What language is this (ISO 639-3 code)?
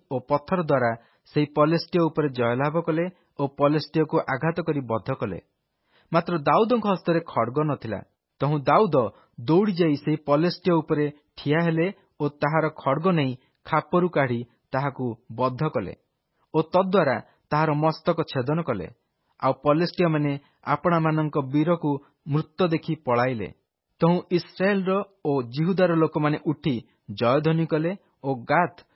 ori